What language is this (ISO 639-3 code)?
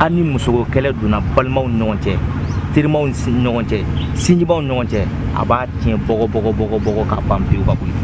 bam